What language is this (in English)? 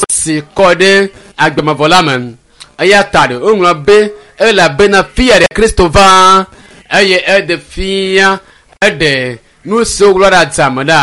Ewe